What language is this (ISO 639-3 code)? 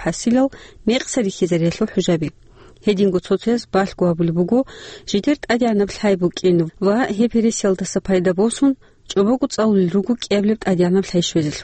ava